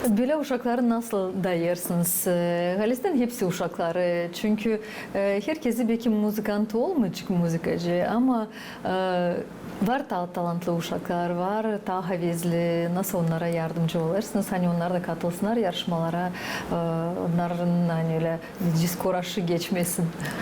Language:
Gagauz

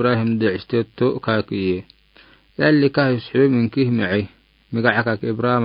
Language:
Afar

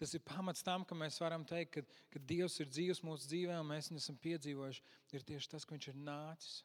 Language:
Latvian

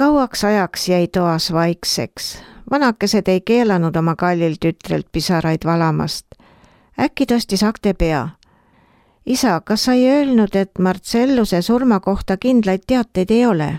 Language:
Estonian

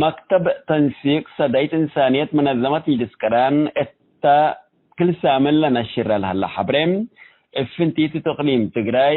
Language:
Tigre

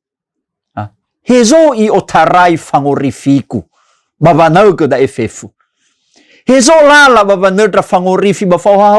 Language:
Nias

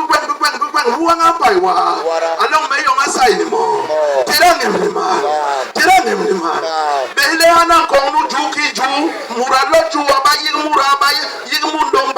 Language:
Basaa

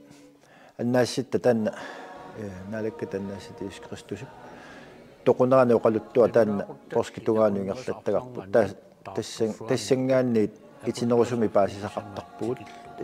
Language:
Kalaallisut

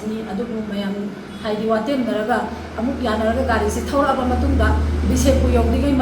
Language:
Manipuri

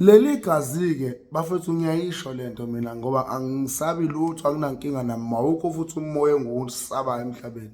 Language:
Zulu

